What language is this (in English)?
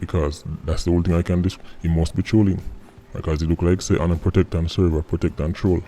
Jamaican Creole English